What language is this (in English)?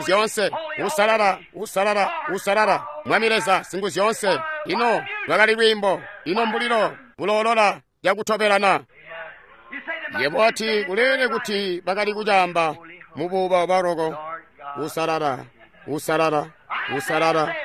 Tonga (Zambia)